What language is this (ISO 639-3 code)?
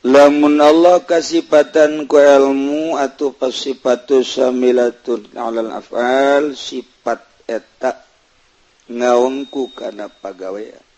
sun